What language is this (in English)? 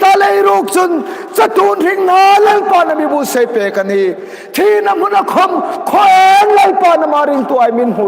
Hmar